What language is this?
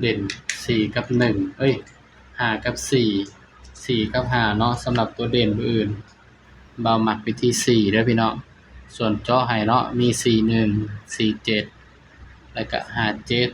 Northeastern Thai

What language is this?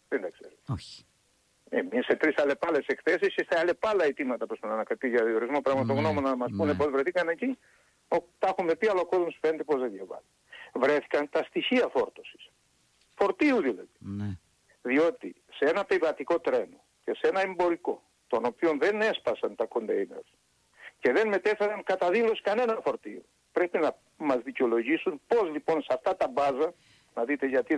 Greek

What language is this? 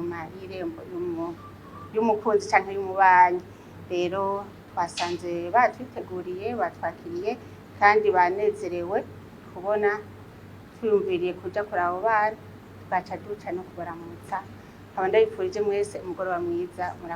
Rundi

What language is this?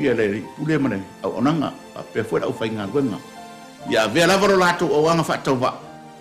Samoan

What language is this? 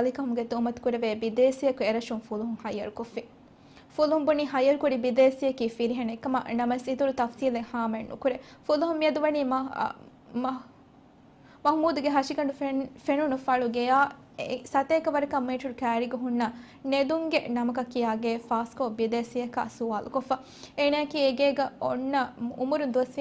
Divehi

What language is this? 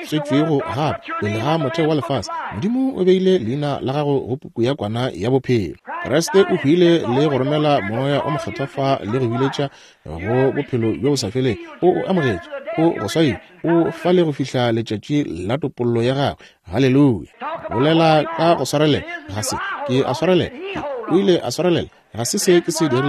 Northern Sotho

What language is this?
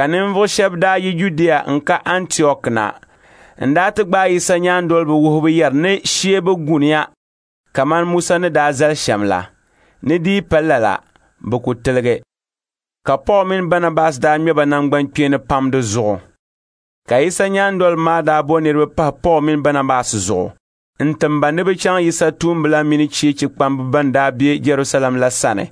Dagbani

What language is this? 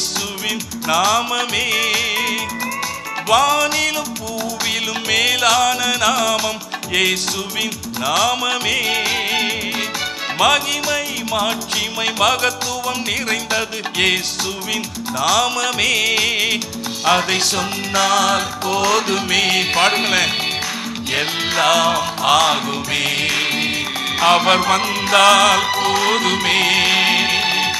Tamil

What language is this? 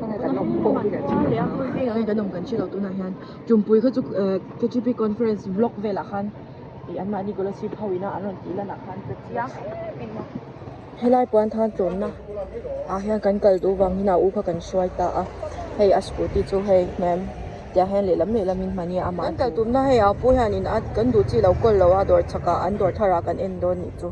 Mizo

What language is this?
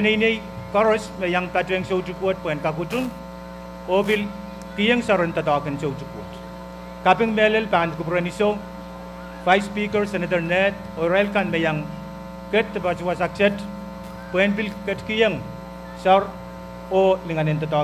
Pohnpeian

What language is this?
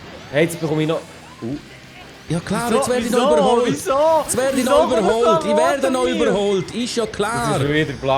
Swiss German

